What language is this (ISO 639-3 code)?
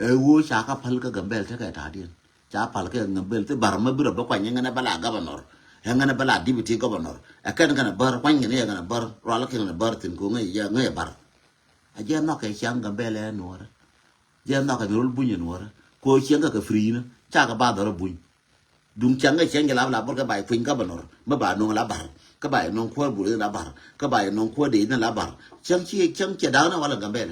nus